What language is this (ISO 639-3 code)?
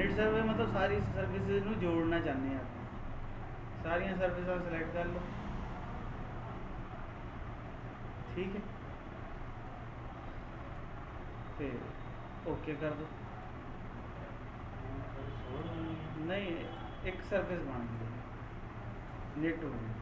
pan